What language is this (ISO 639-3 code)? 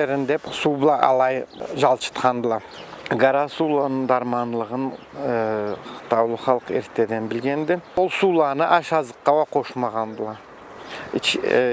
krc